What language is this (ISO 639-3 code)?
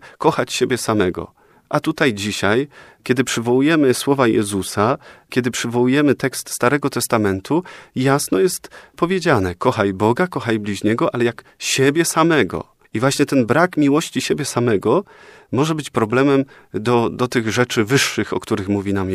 pol